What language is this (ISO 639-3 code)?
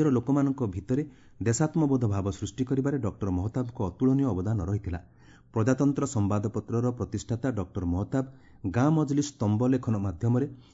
ori